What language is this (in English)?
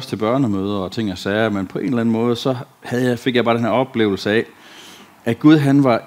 Danish